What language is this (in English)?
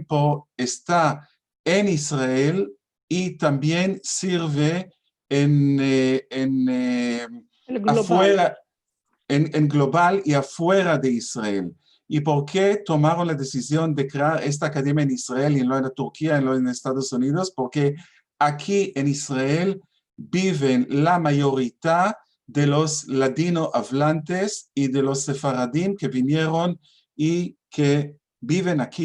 Ladino